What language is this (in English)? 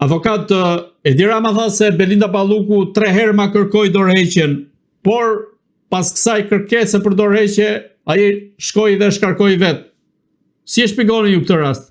Albanian